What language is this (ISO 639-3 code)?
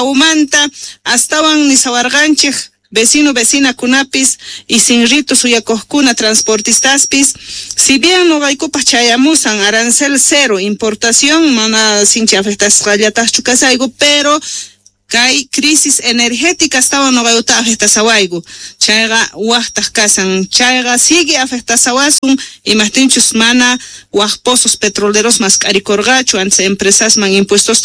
quh